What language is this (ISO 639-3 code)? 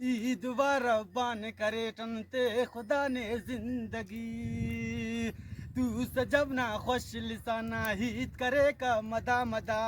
brh